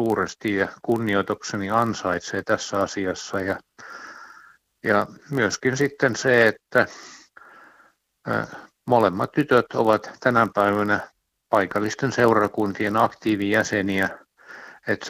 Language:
Finnish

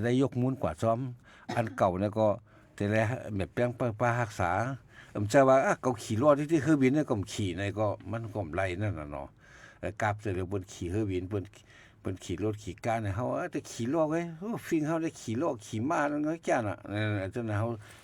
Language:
Shan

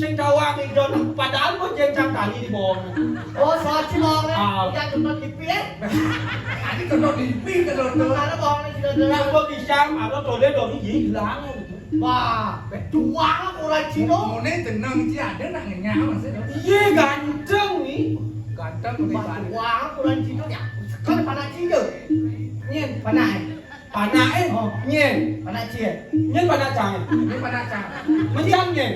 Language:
Balinese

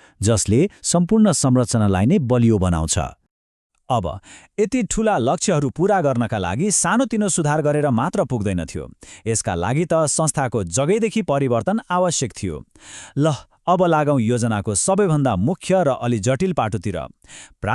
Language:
Nepali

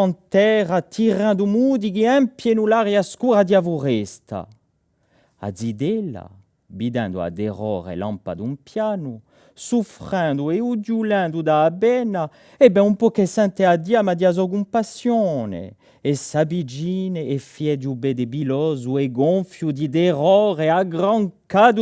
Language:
Corsican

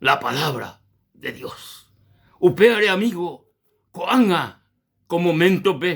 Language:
Guarani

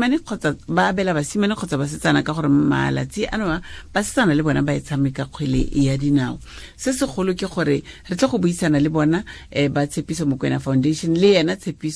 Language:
Tswana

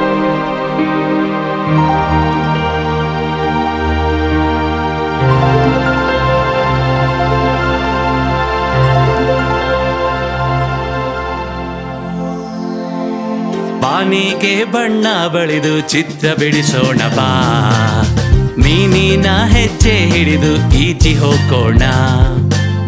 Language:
Kannada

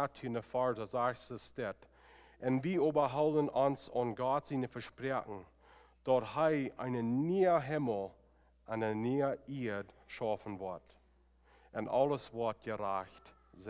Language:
Plautdietsch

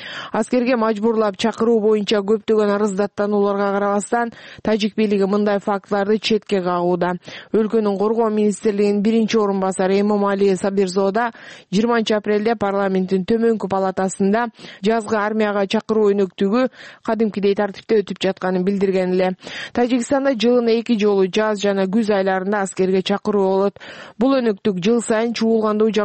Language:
Kyrgyz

